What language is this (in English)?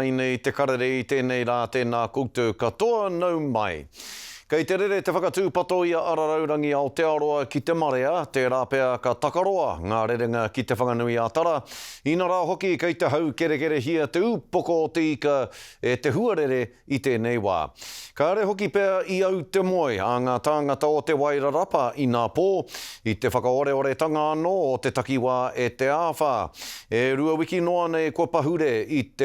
Māori